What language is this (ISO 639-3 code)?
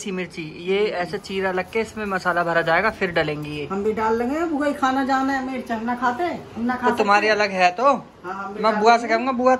hin